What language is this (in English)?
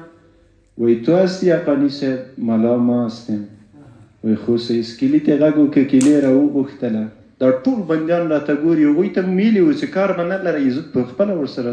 Pashto